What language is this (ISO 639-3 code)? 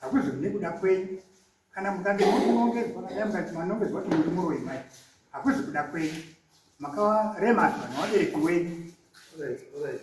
sna